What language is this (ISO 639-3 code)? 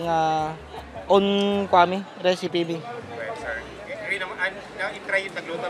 ilo